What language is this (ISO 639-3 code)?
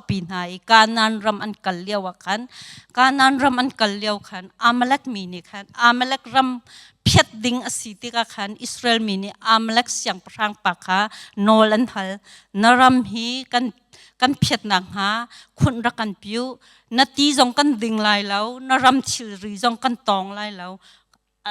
cnh